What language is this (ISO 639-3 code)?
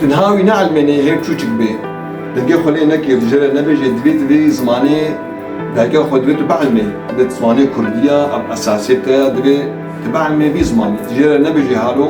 kur